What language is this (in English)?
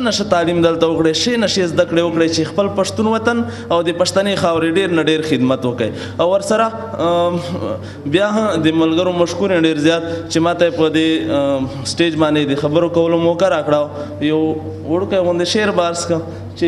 Pashto